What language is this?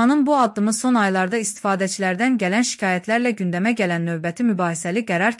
Azerbaijani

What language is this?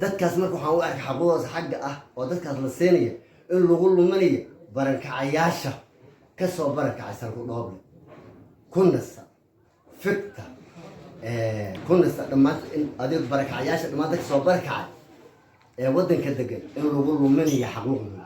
Somali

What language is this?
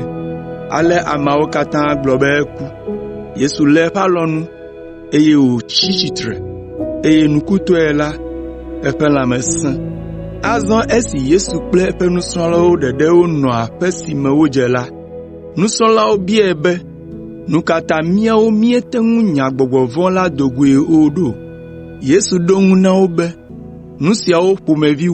Ewe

